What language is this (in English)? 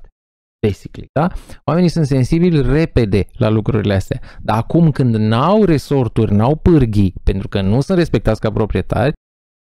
Romanian